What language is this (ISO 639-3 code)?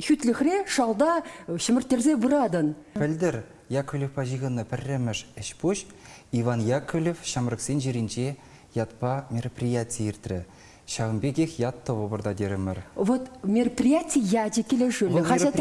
chv